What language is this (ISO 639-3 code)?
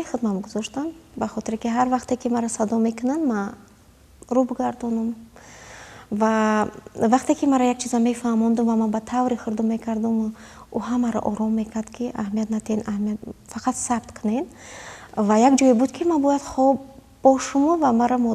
tgk